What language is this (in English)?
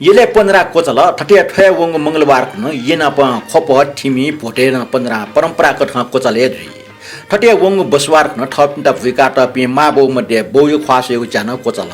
Newari